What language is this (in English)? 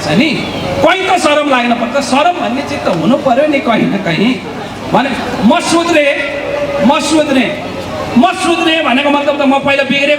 Nepali